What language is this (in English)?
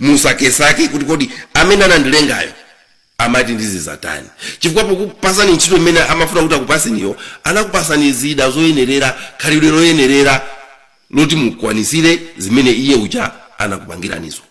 Nyanja